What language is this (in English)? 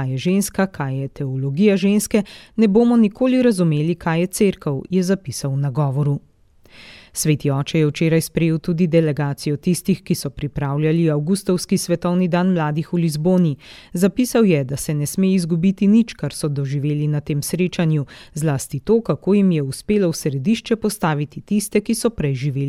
Slovenian